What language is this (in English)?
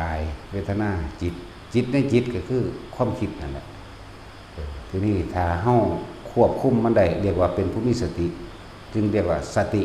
Northeastern Thai